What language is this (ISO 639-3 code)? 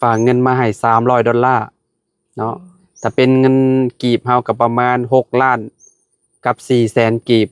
lao